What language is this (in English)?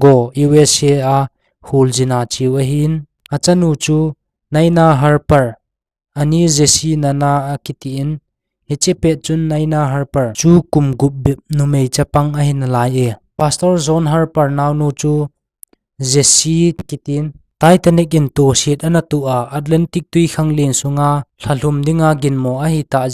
Thado Chin